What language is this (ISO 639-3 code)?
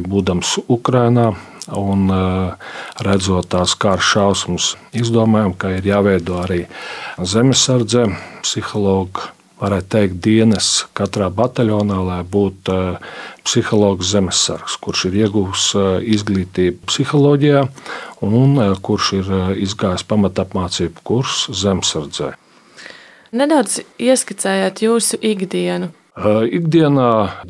lav